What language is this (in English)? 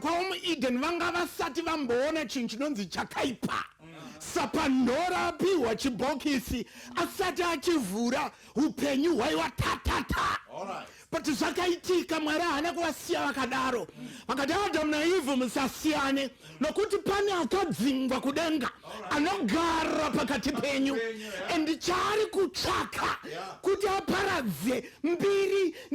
Shona